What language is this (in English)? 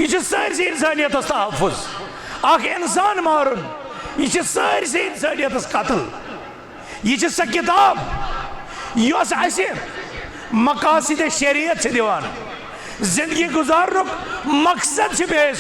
Kashmiri